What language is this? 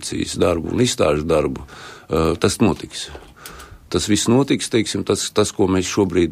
Latvian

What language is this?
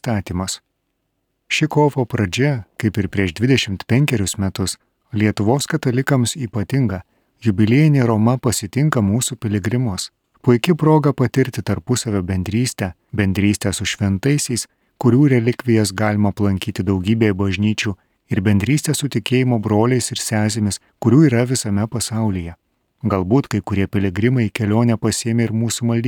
Lithuanian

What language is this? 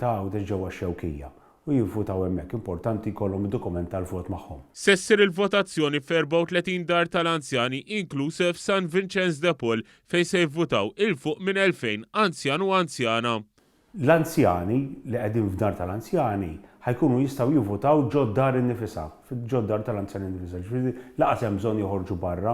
Maltese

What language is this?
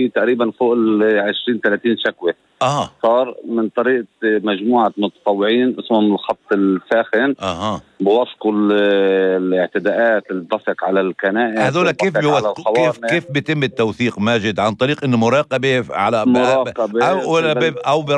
North Levantine Arabic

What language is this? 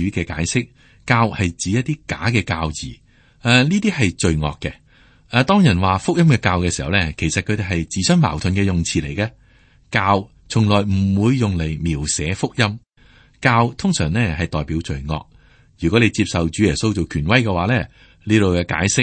Cantonese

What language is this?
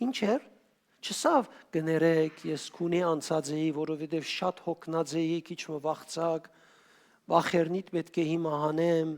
Western Armenian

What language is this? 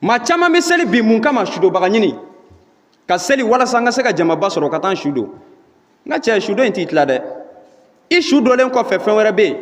Bambara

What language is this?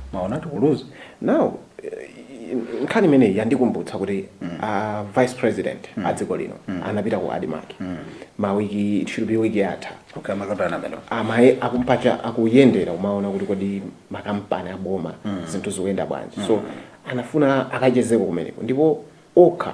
Nyanja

